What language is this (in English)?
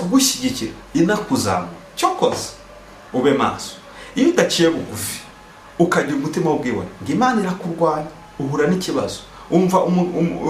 Kinyarwanda